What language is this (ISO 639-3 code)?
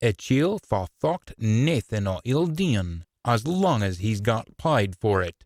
sco